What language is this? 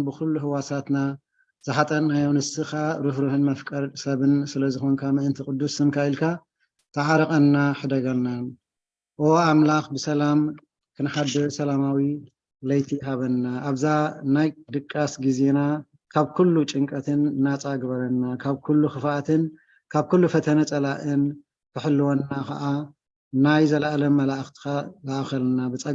Tigrinya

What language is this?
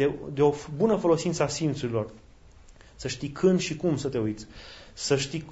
Romanian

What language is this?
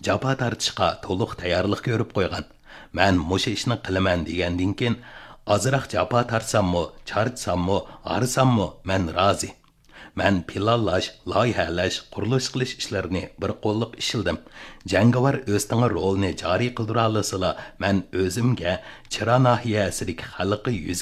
Uyghur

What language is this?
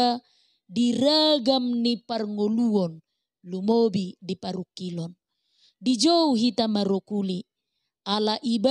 Batak Toba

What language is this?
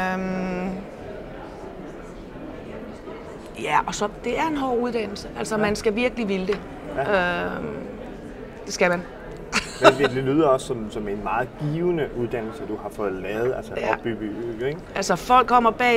Danish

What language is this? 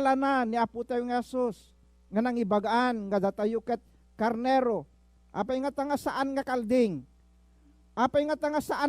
Iloko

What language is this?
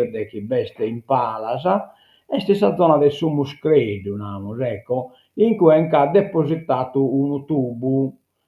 Sardinian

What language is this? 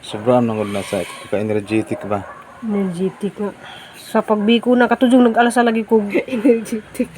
Cebuano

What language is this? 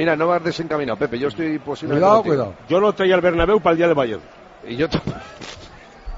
Spanish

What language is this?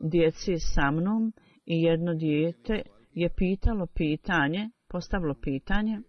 Bosnian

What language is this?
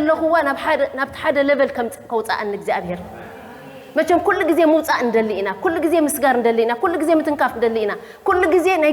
Tigrinya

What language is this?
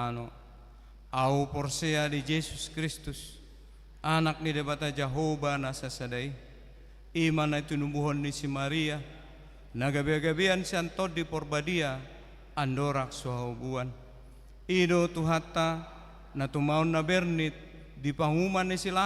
Batak Toba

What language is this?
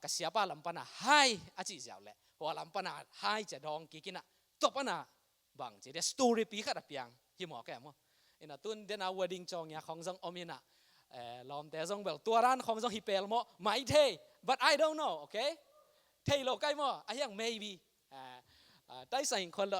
Tedim Chin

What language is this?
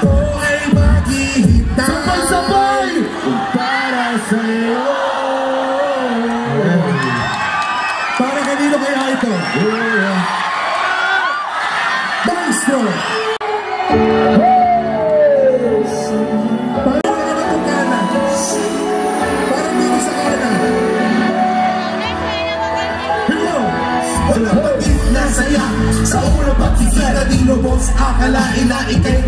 Filipino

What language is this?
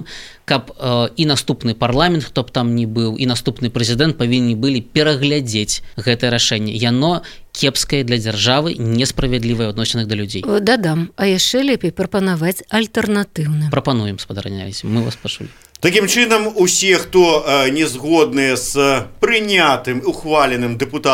Belarusian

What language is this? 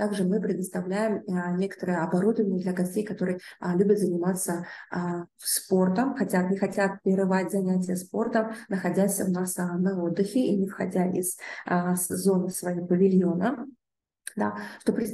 Russian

